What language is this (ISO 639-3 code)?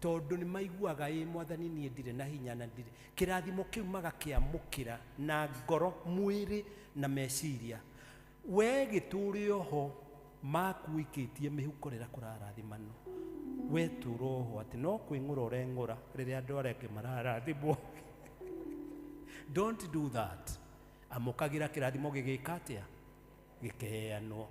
kik